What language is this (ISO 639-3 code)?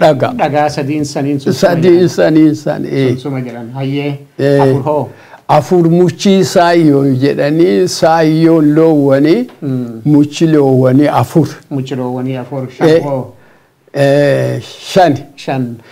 orm